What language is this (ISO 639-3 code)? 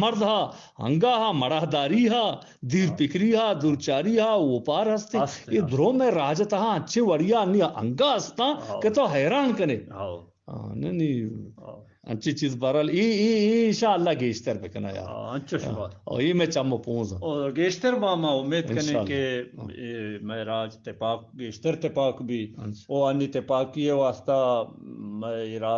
bgp